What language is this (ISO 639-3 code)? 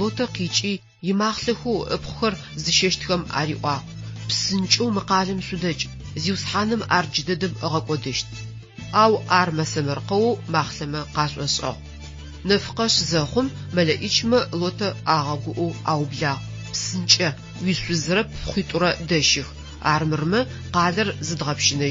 ady